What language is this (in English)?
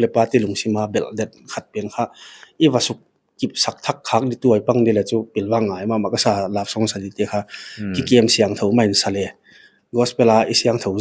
Paite Chin